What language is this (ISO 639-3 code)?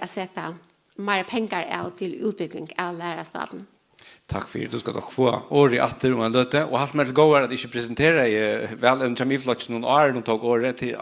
fao